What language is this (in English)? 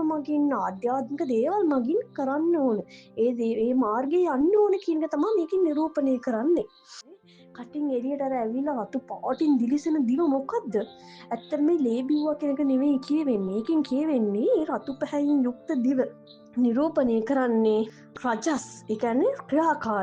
Sinhala